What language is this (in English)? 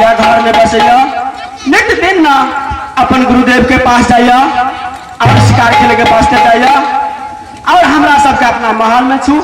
Maithili